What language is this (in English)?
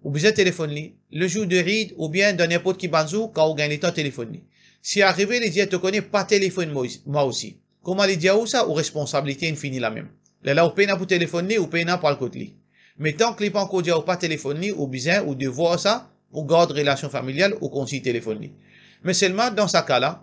Morisyen